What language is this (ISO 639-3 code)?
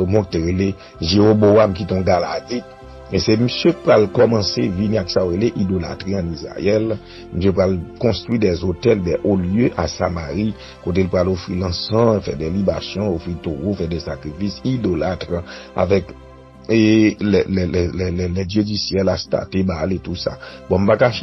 hat